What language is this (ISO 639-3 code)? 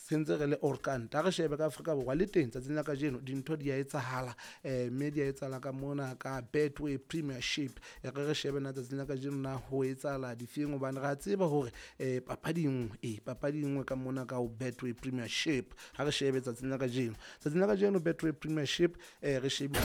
sot